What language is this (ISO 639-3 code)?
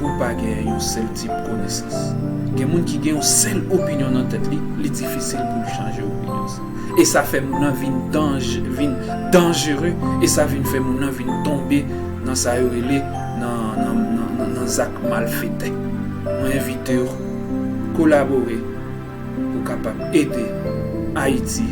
hat